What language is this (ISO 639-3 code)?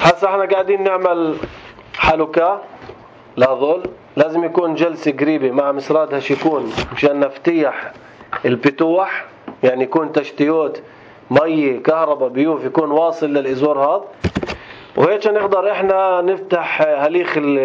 apc